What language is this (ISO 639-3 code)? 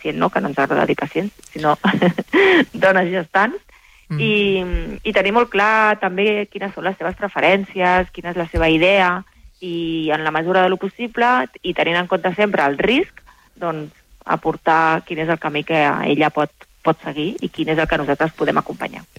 cat